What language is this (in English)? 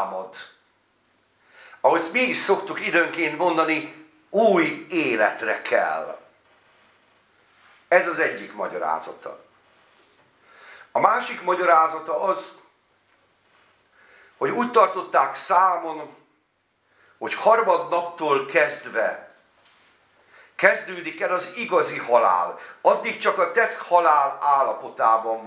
Hungarian